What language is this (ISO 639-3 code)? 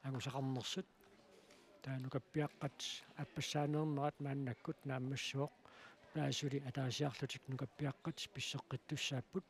kal